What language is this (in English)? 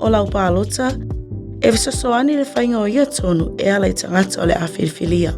Samoan